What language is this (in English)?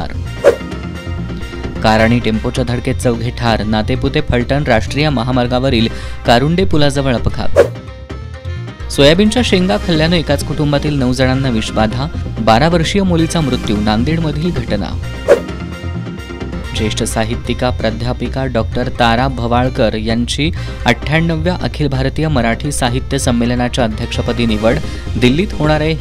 Marathi